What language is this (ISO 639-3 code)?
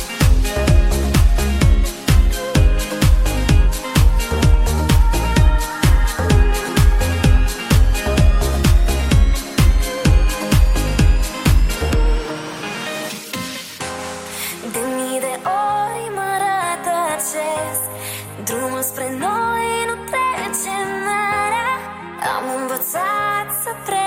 ron